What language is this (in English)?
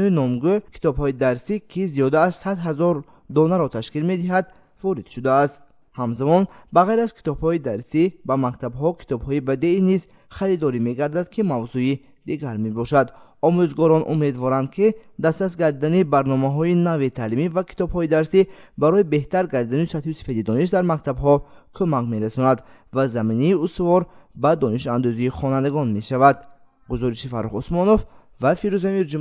Tajik